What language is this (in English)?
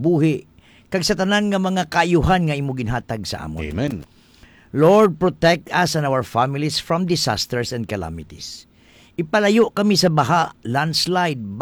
Hiligaynon